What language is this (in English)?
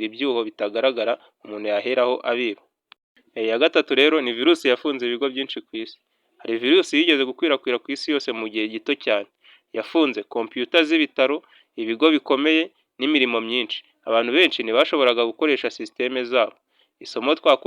Kinyarwanda